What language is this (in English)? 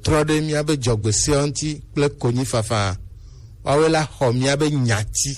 Gen